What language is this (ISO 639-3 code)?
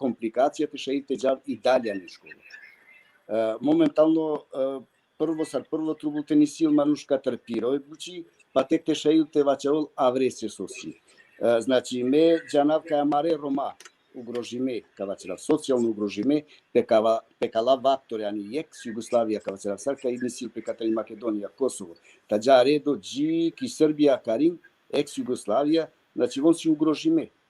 rmn